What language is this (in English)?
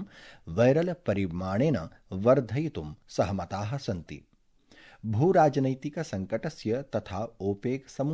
Sanskrit